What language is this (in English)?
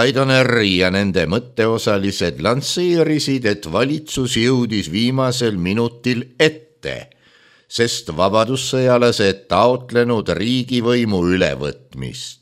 Estonian